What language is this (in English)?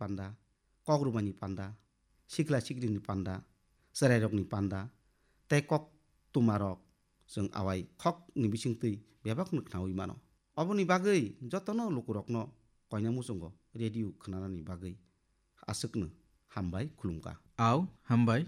Kok Borok